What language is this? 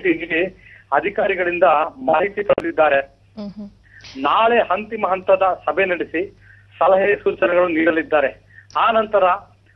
Kannada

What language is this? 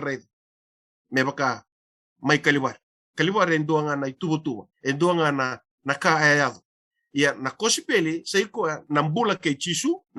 Fijian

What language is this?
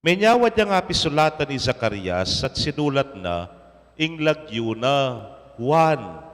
Pampanga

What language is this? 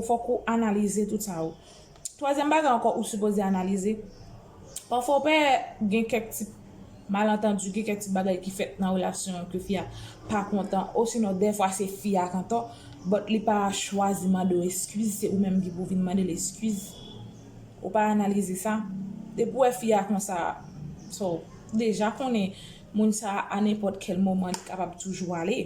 Haitian Creole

